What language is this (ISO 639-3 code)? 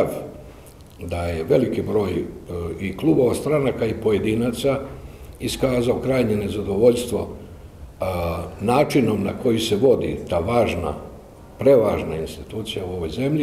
hrv